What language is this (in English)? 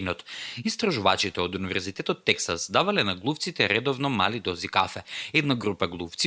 Macedonian